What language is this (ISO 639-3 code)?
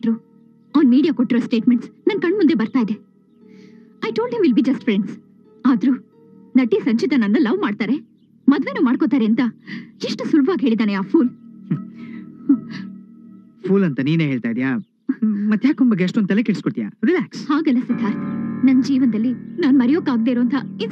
kan